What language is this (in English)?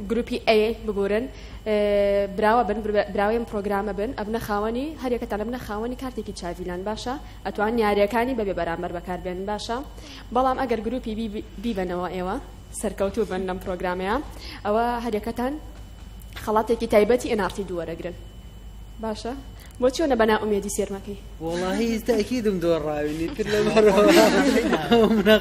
Central Kurdish